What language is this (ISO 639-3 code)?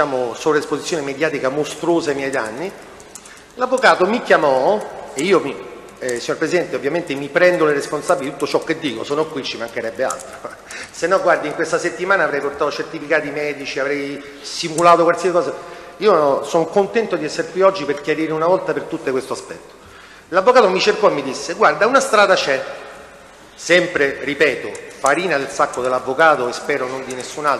ita